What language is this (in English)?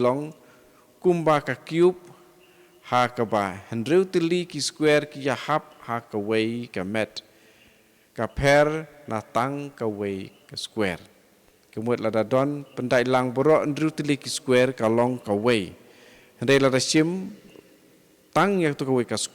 Khasi